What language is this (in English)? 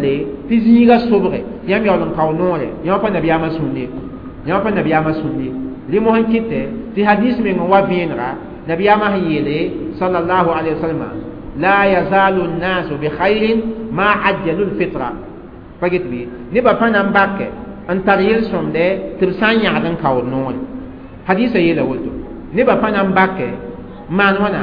Mossi